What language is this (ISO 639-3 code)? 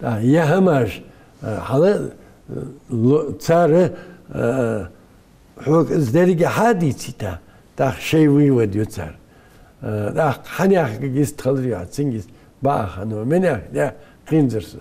inh